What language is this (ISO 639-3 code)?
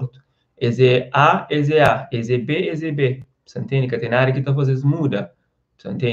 kea